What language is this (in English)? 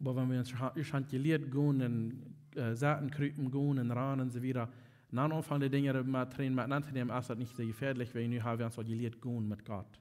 Plautdietsch